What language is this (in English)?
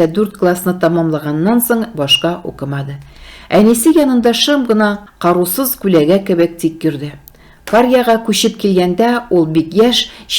Tatar